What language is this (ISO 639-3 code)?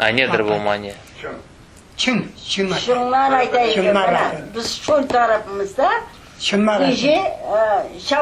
crh